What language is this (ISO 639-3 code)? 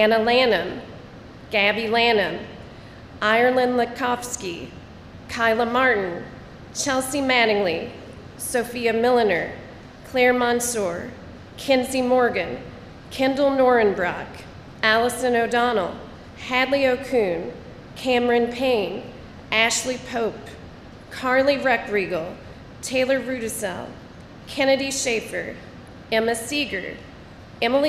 eng